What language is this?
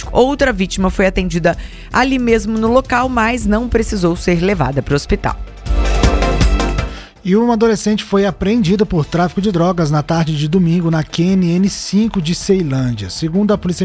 Portuguese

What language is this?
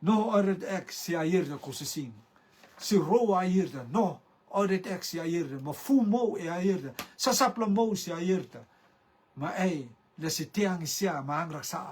Rotuman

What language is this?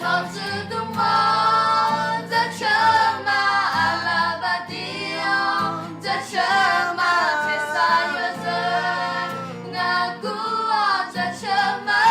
Akha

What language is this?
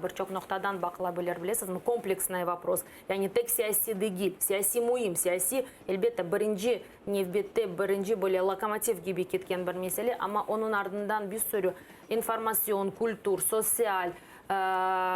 Crimean Tatar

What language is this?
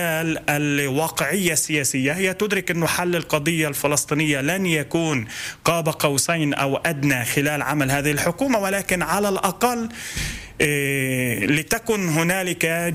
Arabic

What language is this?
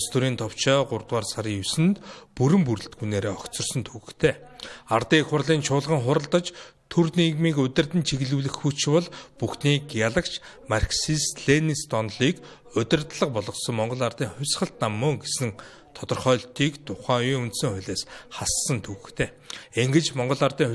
Mongolian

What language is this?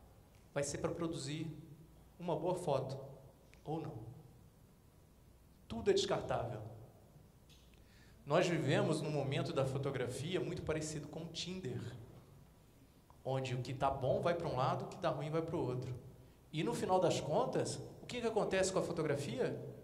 Portuguese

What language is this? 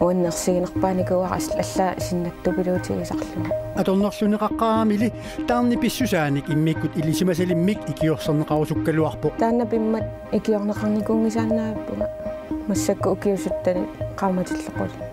Kalaallisut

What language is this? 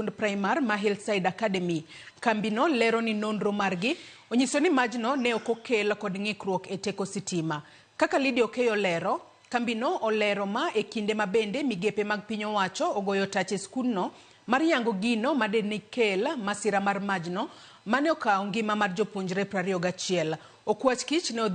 Luo (Kenya and Tanzania)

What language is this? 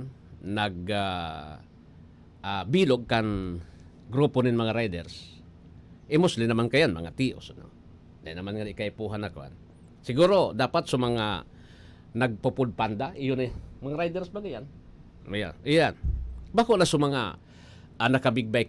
Bikol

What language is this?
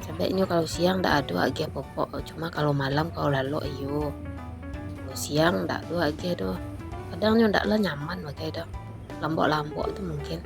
Minangkabau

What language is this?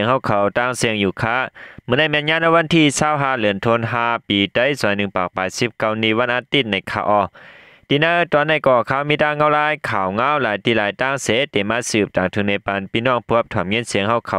Shan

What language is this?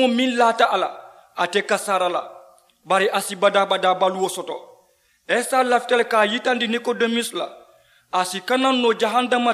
Mandingo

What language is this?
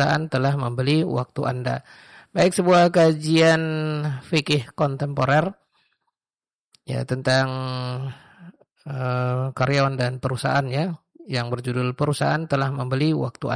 Indonesian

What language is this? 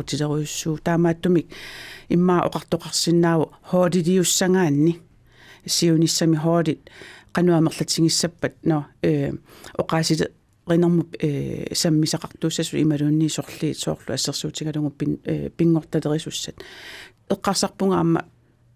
Kalaallisut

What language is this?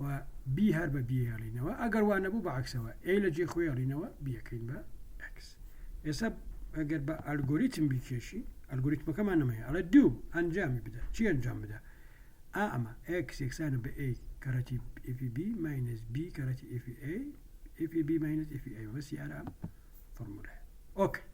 Central Kurdish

